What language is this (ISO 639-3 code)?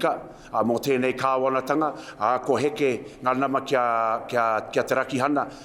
mri